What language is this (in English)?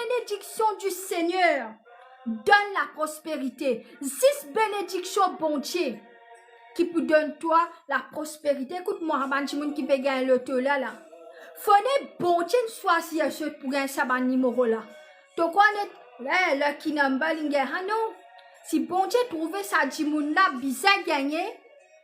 Morisyen